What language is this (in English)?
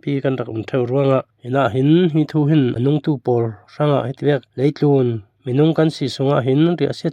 Falam Chin